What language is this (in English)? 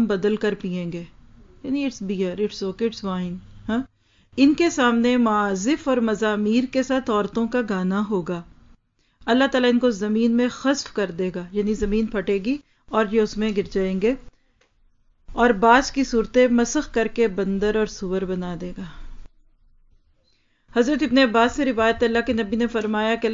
Urdu